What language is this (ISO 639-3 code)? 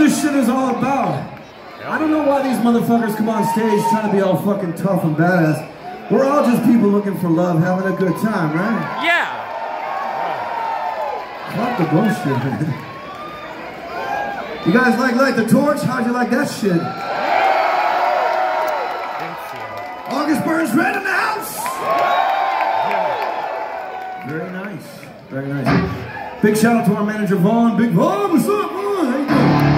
eng